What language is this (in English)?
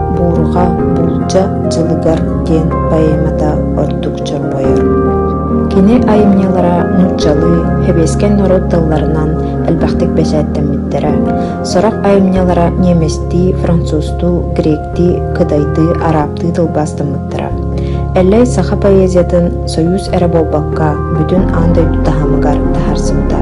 Yakut